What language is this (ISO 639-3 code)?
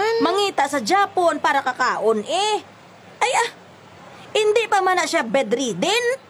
hil